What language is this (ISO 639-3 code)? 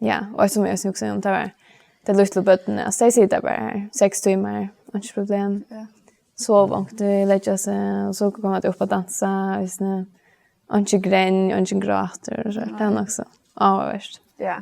fao